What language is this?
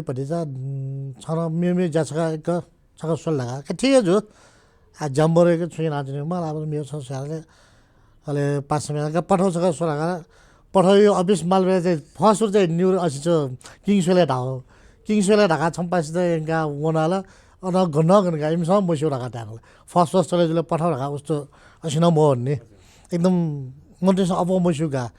Newari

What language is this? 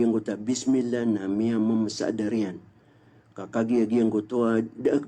Maranao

